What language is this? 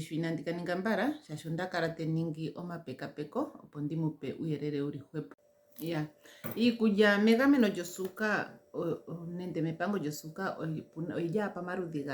Ndonga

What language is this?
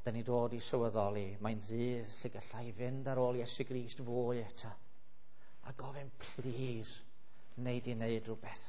Welsh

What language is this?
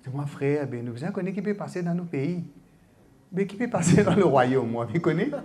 Morisyen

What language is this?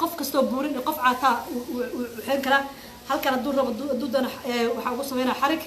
Somali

